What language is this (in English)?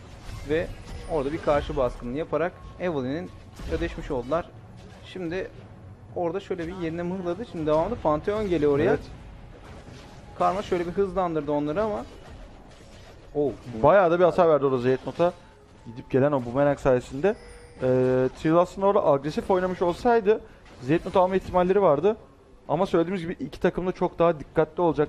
Turkish